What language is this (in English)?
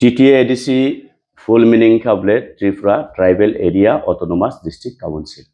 Kok Borok